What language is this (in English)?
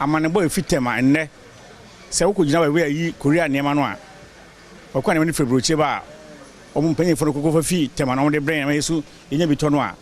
Akan